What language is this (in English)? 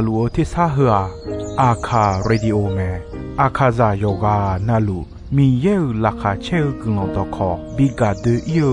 Akha